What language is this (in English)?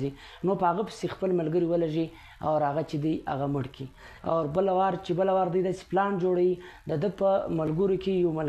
Pashto